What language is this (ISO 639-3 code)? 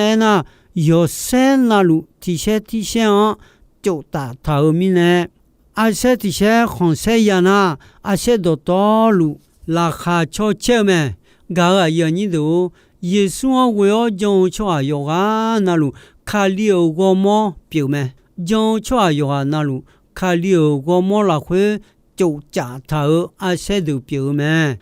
ahk